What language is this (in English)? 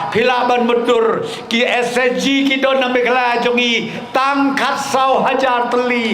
Khasi